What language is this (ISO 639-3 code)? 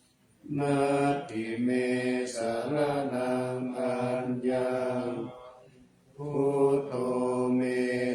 pli